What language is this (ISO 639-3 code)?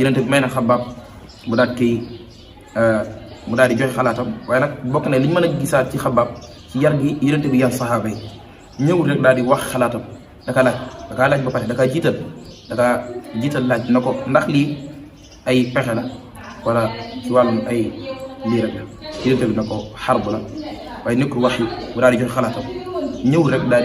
wol